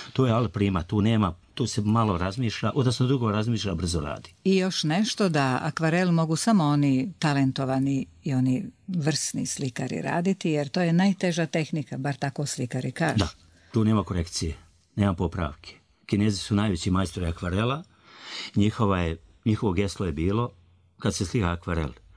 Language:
Serbian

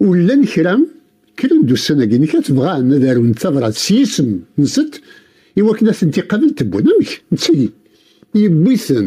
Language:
Kabyle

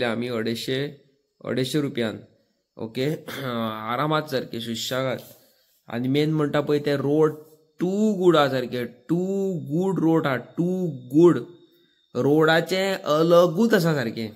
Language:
Konkani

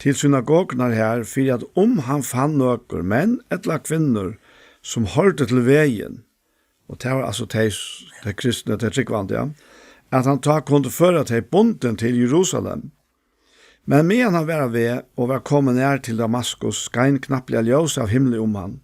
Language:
Faroese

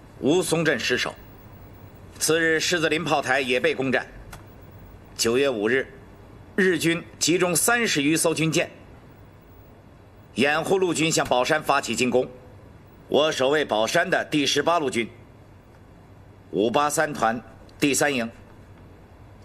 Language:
Chinese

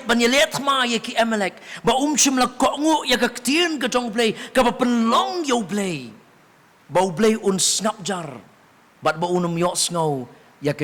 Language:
Khasi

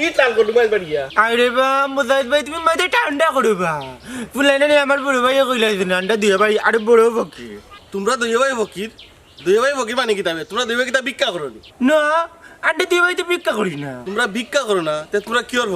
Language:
Sylheti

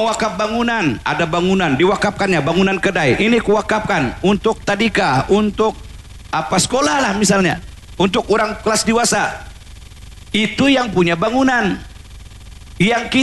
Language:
Malay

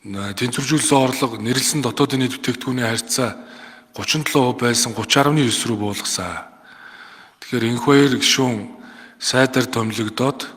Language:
Mongolian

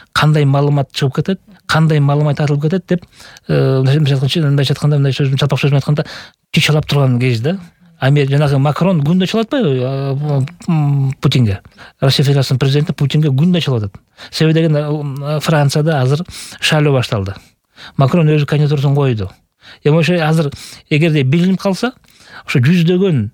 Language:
Kyrgyz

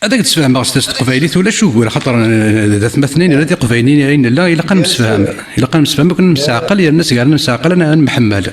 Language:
Kabyle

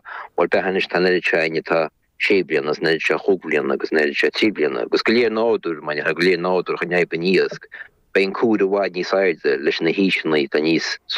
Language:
Irish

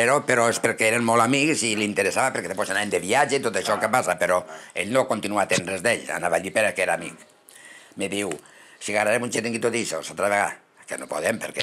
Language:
Catalan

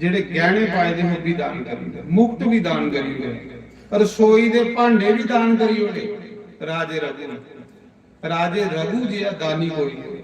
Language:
Dogri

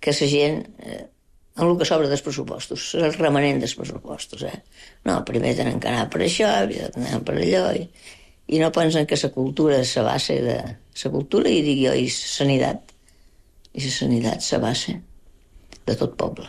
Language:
Catalan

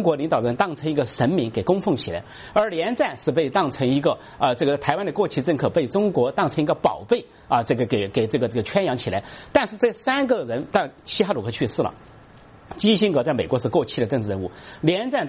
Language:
Chinese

